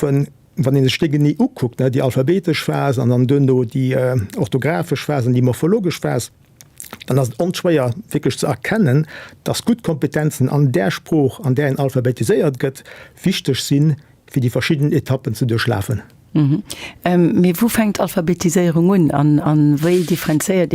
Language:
Luxembourgish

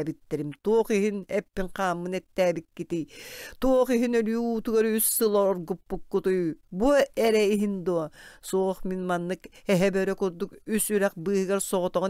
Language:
Yakut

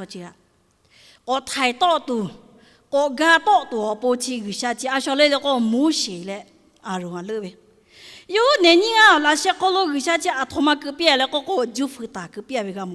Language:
Lahu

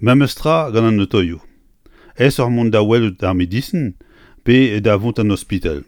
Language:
Breton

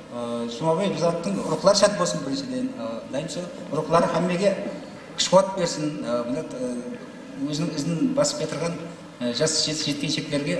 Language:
Kara-Kalpak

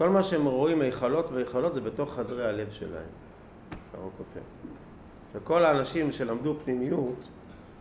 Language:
Hebrew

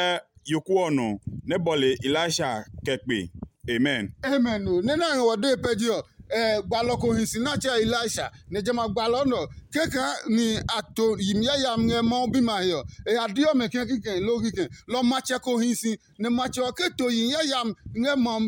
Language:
Adangme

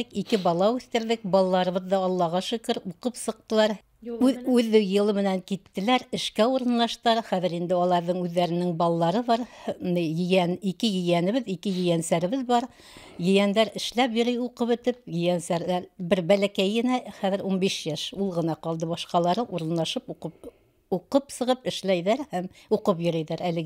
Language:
Bashkir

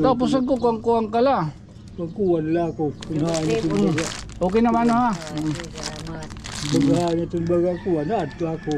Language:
Waray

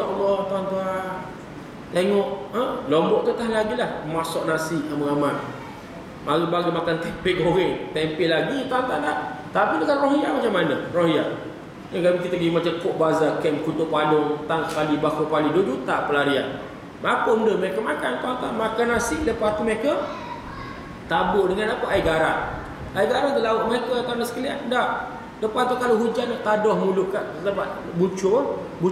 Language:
Malay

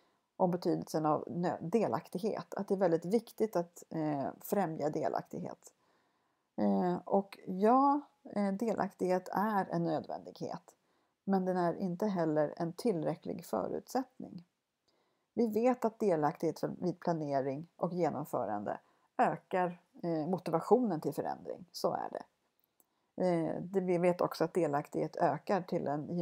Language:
Swedish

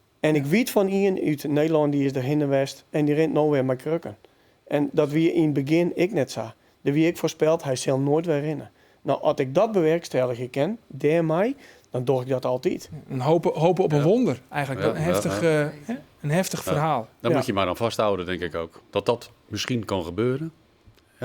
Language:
Western Frisian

